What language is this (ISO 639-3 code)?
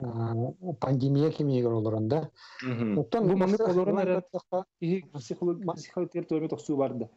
sah